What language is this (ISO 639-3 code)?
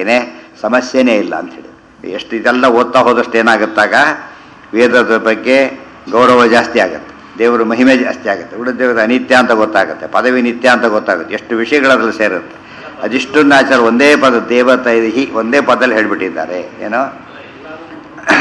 kan